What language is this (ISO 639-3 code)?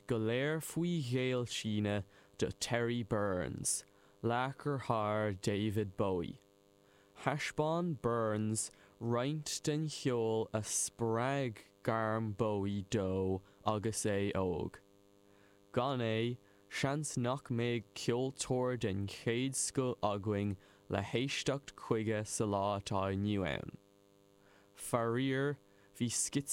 gle